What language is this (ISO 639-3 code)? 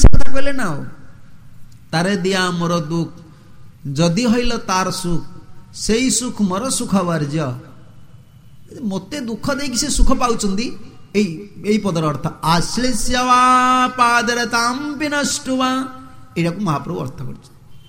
ori